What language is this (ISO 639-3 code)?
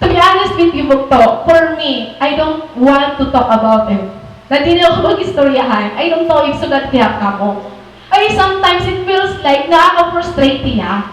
war